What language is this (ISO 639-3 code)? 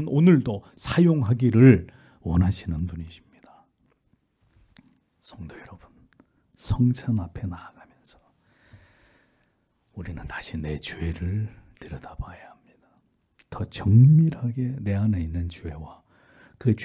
kor